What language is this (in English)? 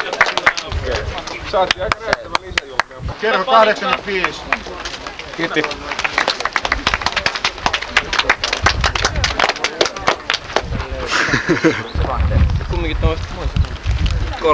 Finnish